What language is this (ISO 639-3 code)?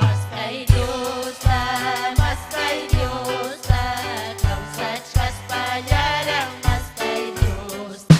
quy